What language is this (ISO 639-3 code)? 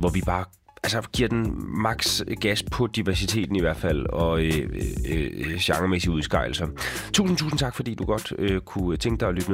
dan